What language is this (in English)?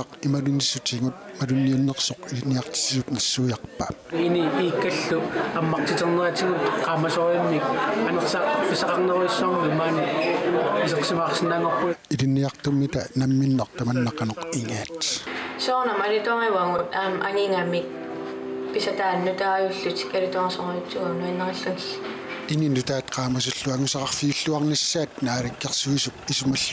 Kalaallisut